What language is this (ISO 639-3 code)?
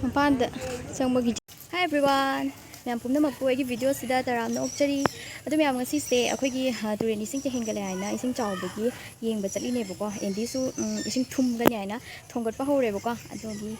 mni